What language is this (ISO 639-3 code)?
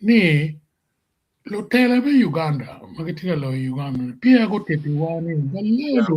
ach